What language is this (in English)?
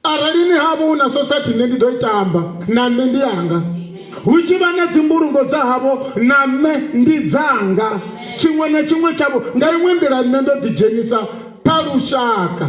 Venda